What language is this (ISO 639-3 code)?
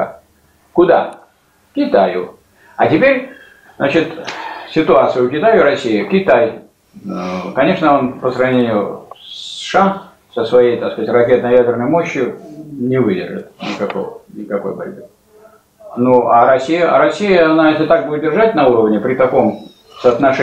rus